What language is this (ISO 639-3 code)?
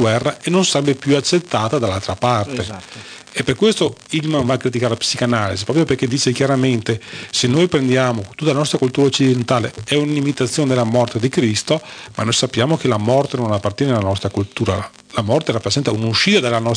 ita